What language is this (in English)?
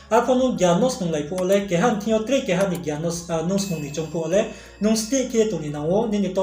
Riang (India)